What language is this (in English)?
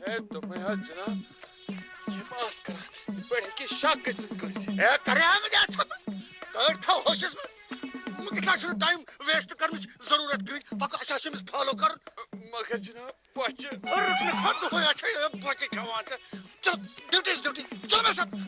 Kashmiri